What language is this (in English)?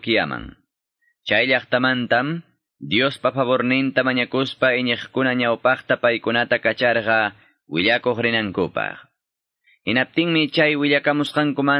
Quechua